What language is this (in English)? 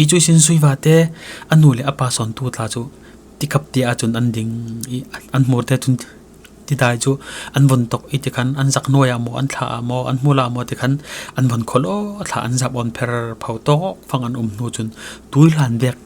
Falam Chin